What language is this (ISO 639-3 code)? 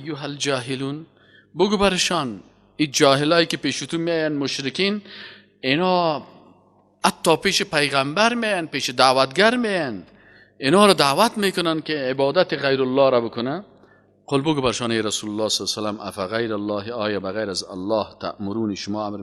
fas